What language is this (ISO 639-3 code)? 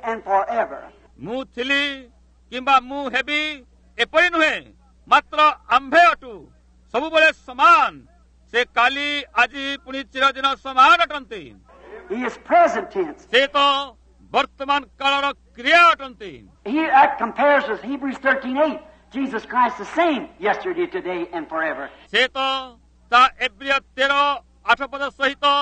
ori